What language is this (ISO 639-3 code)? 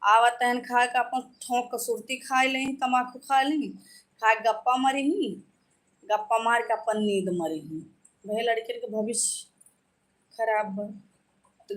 awa